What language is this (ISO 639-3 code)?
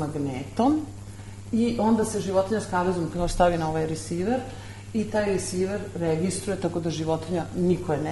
srp